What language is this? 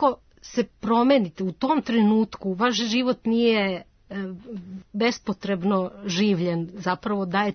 Serbian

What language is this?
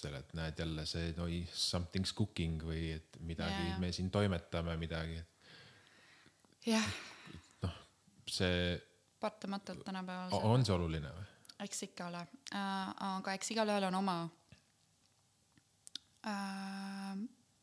Estonian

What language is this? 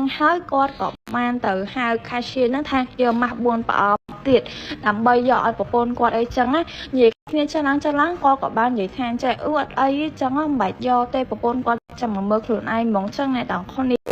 Khmer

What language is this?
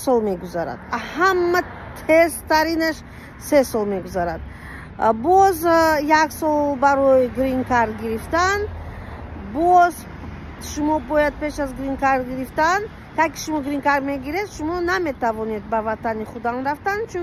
Tajik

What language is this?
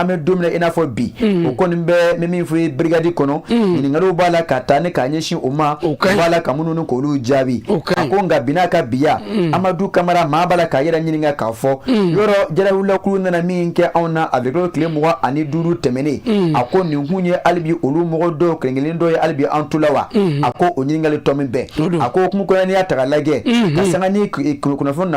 Bambara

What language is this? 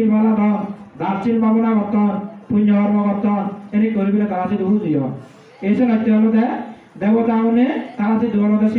Chakma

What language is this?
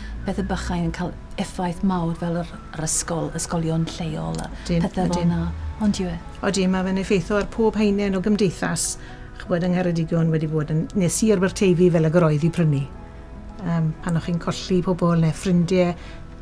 Welsh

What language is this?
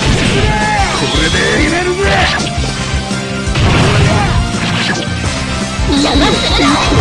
Japanese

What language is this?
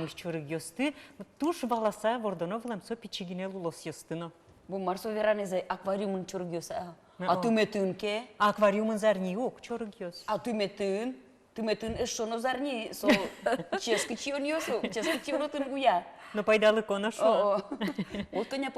Udmurt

